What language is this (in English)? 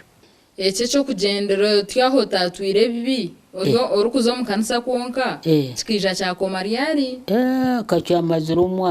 Nyankole